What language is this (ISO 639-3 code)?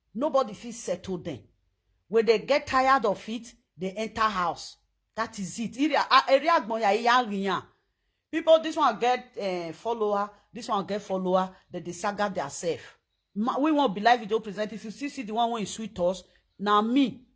pcm